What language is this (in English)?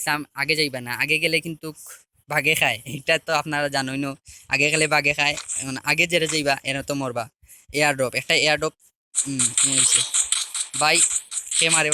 Sylheti